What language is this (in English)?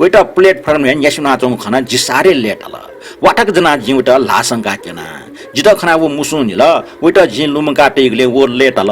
Newari